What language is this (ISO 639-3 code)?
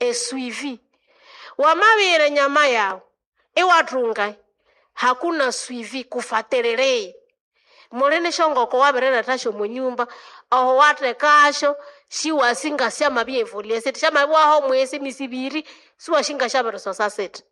nnb